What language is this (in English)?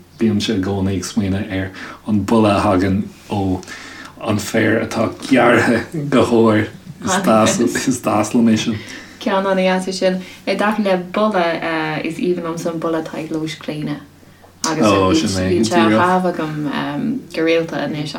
Irish